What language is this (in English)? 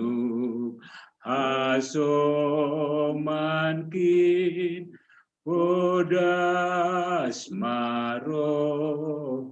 Batak Simalungun